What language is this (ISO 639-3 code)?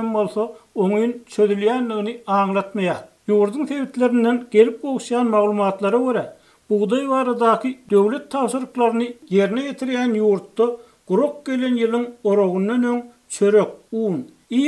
tuk